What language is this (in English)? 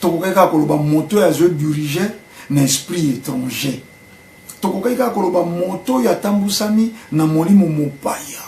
Lingala